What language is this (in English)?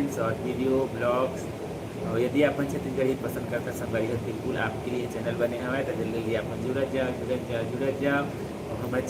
Chhattisgarhi